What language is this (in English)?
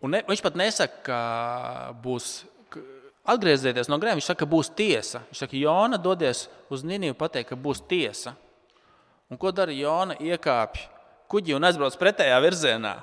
Latvian